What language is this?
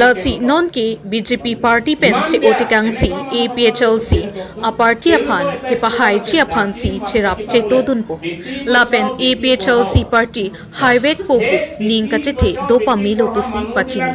Karbi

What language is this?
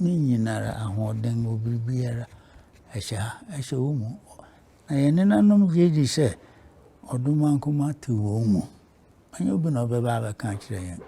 Akan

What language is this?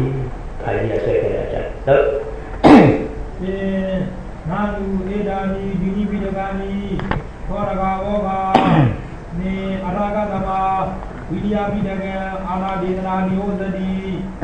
Burmese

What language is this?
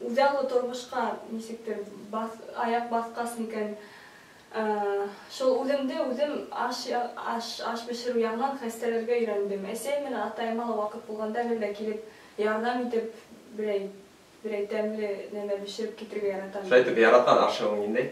Bashkir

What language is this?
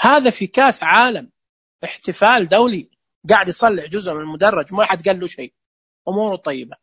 Najdi Arabic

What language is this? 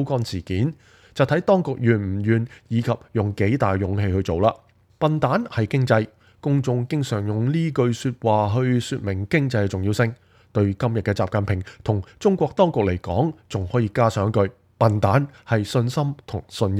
Cantonese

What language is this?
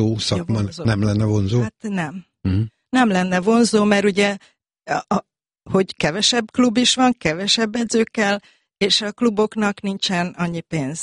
Hungarian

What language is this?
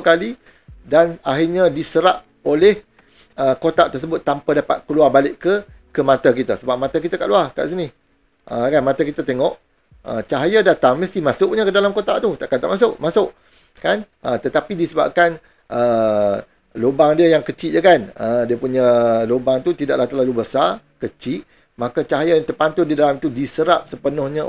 Malay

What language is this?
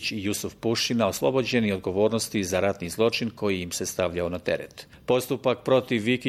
Bosnian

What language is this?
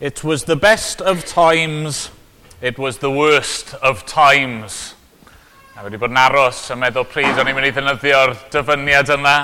Welsh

